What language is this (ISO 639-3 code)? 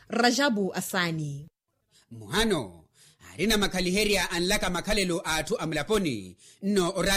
vmw